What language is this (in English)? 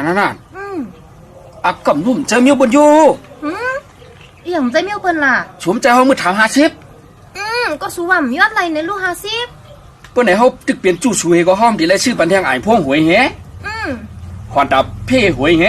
Shan